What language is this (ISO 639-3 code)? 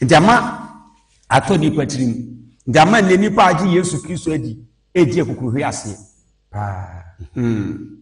aka